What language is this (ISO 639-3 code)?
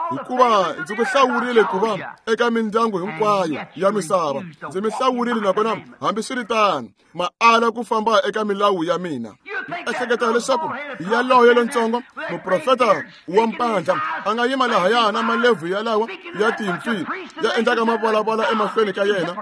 tso